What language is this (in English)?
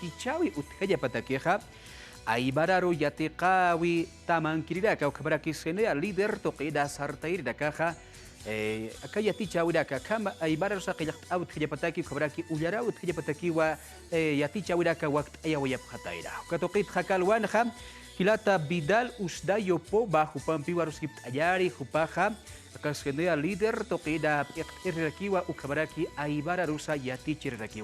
Aymara